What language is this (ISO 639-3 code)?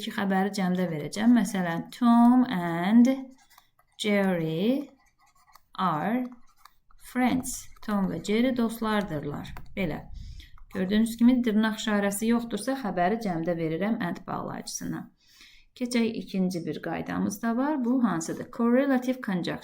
aze